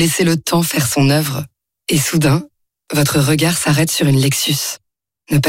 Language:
French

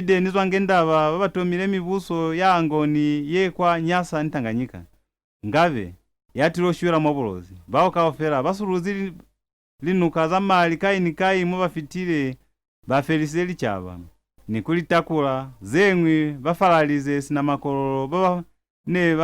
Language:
Lozi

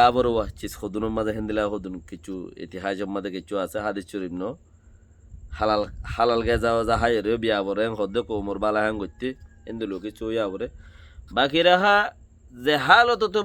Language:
Rohingya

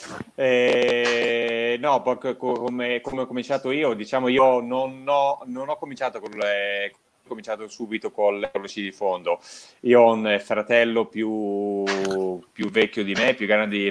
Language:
Italian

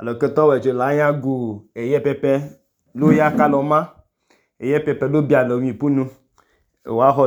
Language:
Idoma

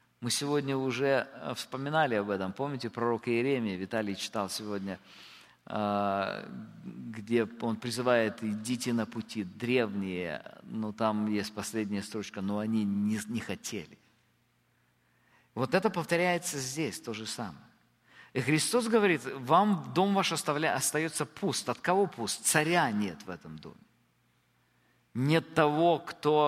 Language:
Russian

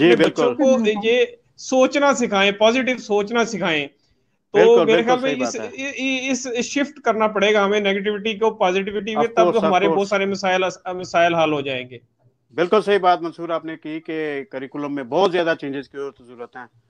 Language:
Urdu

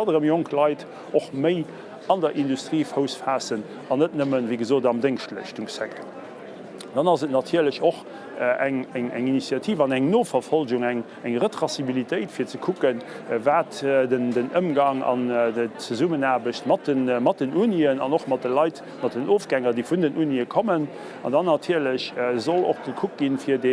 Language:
Luxembourgish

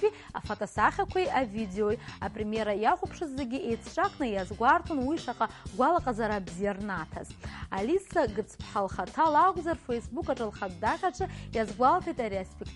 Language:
Abkhazian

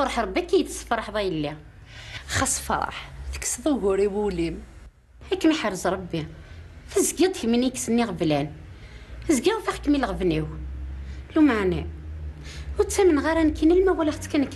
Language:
Kabyle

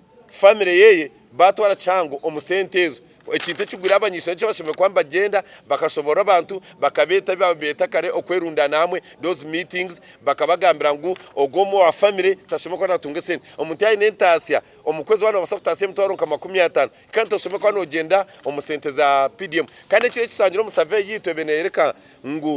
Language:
Nyankole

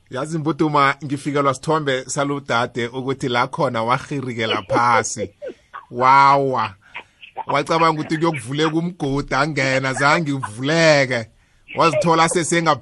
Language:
South Ndebele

